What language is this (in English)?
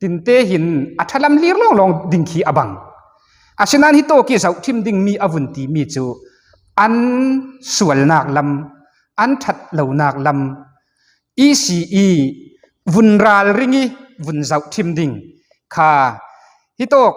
Falam Chin